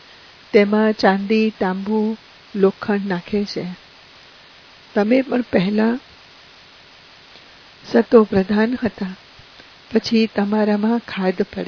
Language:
Gujarati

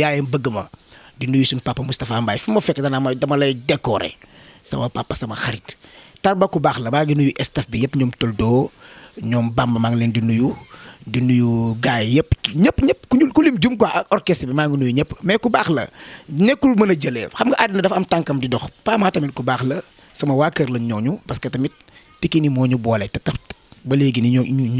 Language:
Wolof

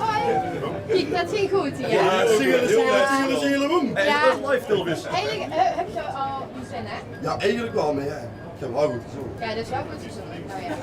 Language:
Limburgish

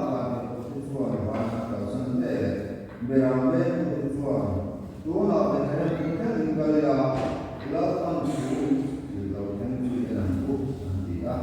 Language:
Mizo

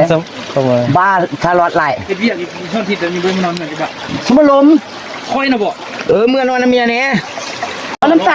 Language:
Northeastern Thai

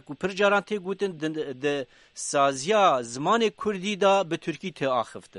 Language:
Kurdish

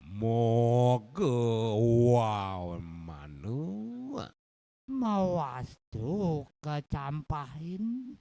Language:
Balinese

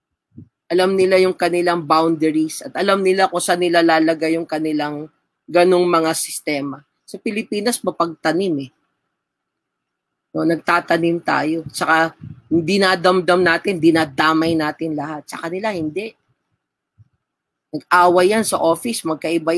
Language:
Filipino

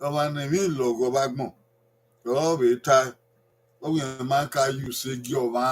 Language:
Bini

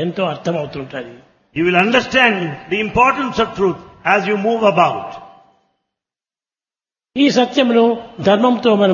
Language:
Telugu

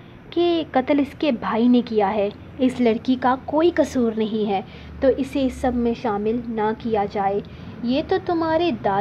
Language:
Urdu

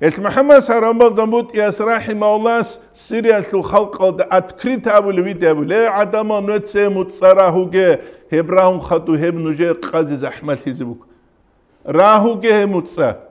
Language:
Avaric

